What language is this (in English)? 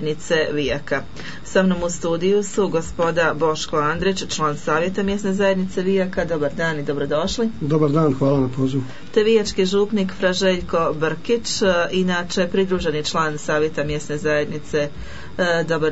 Croatian